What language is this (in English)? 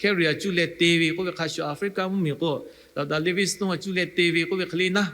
Lahu